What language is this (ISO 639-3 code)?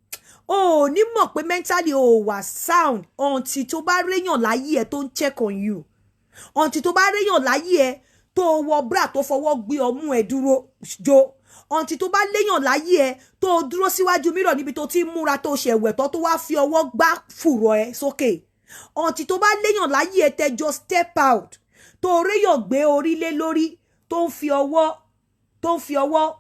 yor